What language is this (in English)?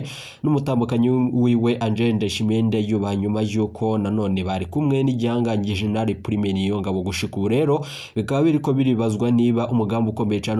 Rundi